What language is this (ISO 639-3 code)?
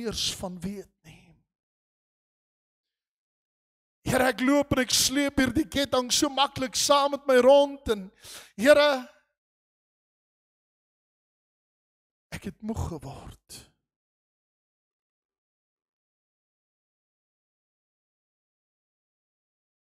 afr